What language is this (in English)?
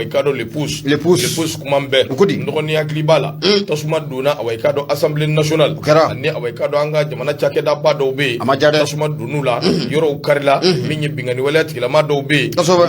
Bambara